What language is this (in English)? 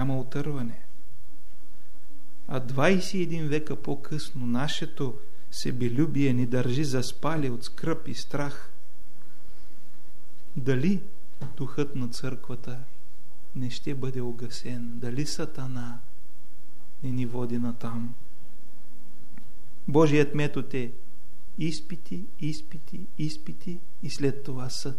Bulgarian